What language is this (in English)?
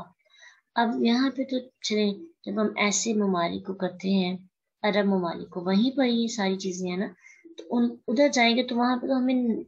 Urdu